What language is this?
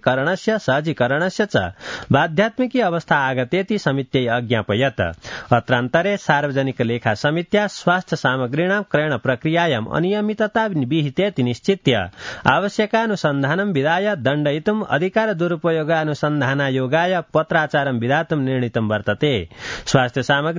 Sanskrit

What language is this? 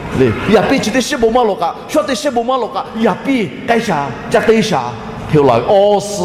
Lahu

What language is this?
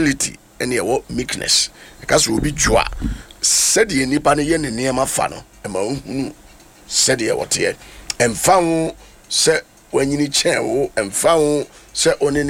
Akan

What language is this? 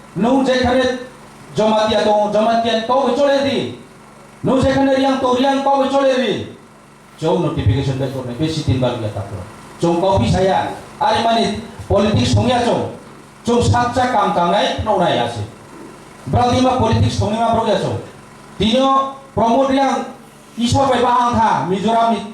Kok Borok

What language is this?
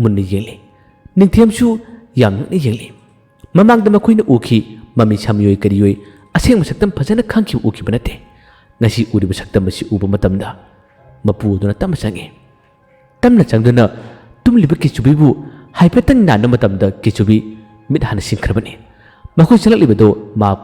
Manipuri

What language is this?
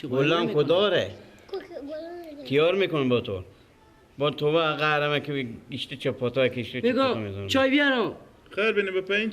Persian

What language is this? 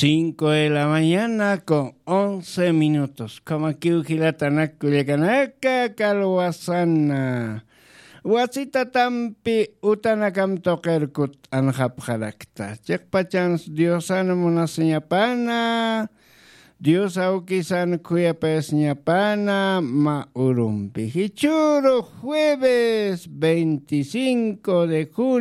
Aymara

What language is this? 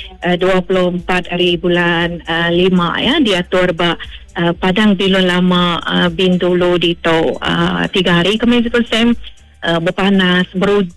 Iban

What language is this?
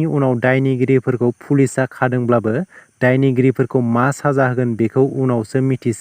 Bodo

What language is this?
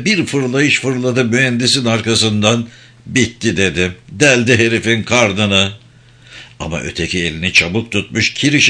Turkish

